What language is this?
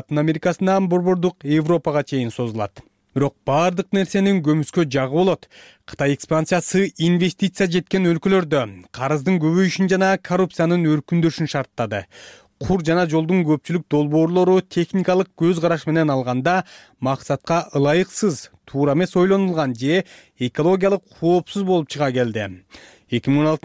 Kyrgyz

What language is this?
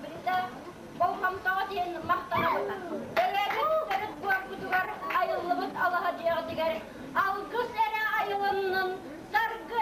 Yakut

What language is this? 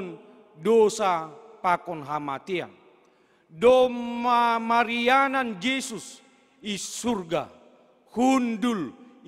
Batak Simalungun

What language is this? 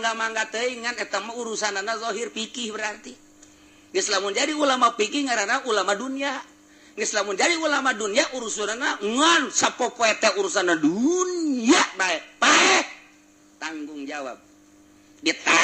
Sundanese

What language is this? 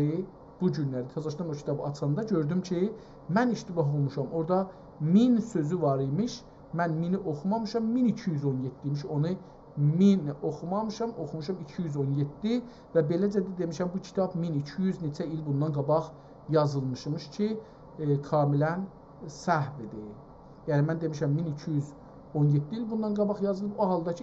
South Azerbaijani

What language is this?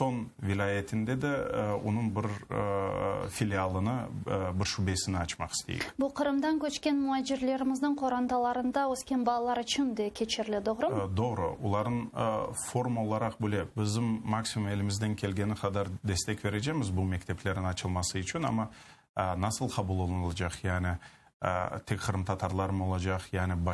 Crimean Tatar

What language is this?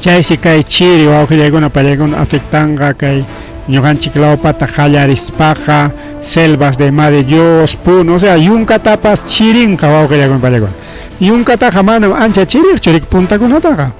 Ayacucho Quechua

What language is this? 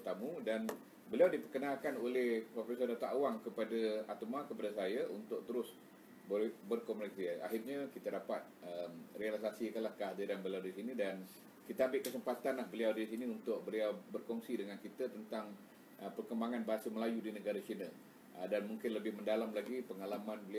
Malay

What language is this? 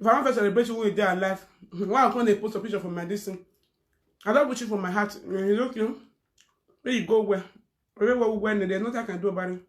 Nigerian Pidgin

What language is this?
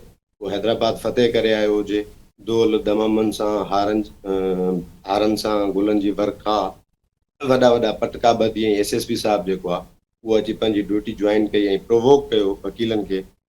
Sindhi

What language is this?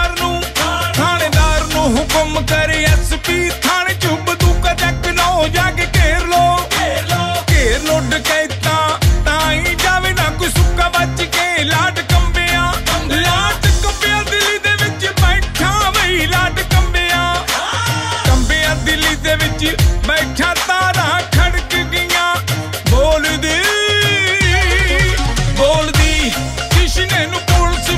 Punjabi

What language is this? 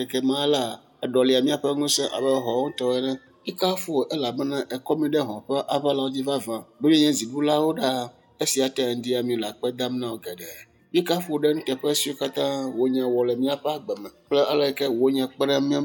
Ewe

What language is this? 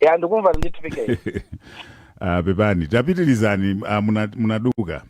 Nyanja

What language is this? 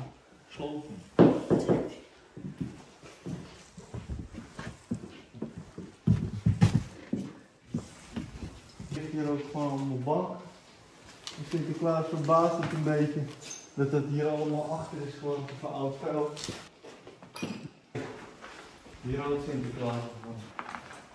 Dutch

